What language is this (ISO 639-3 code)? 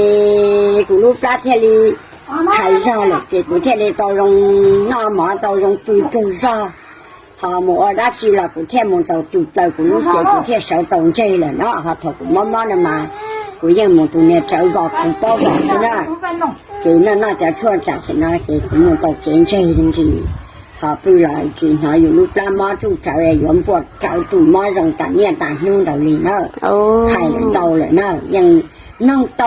hmn